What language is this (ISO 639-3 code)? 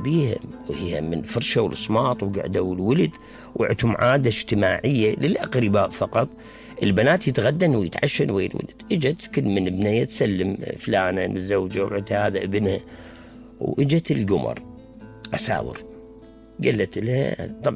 acm